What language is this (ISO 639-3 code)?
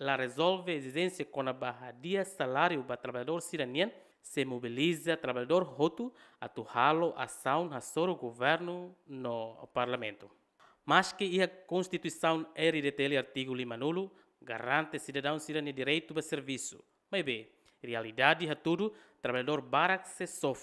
tet